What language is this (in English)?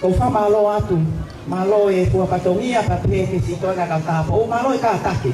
Tongan